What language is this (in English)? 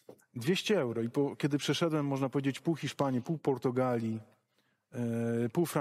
Polish